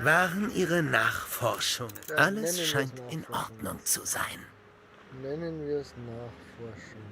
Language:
Bavarian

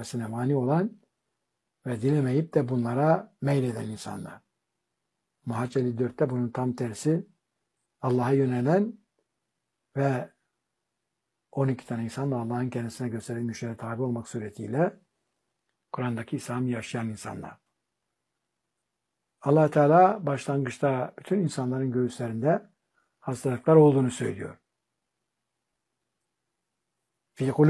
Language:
Turkish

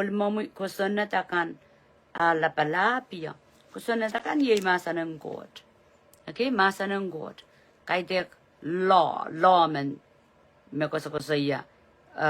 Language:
Pohnpeian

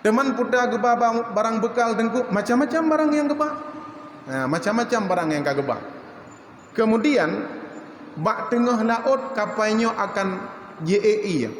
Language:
Achinese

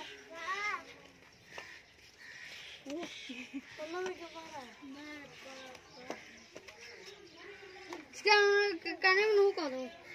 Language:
Punjabi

